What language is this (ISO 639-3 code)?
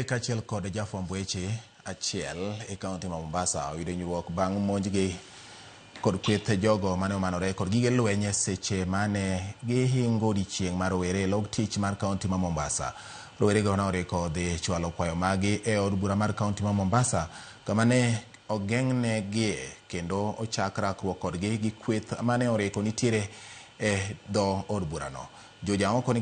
luo